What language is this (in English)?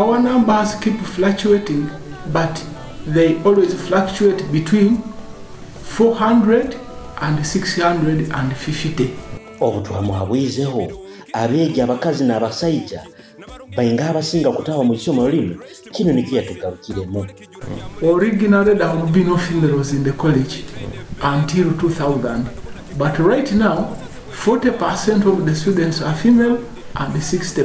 Nyoro